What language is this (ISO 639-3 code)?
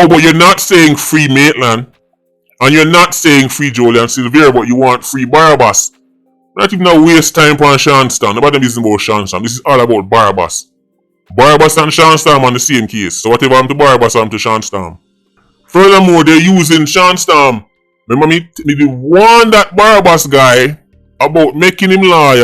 jam